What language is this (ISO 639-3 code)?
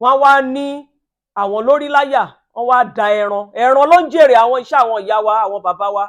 yor